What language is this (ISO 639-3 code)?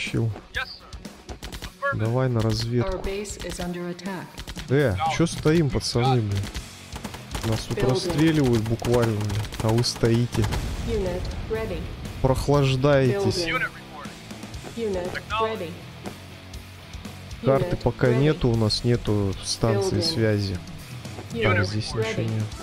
rus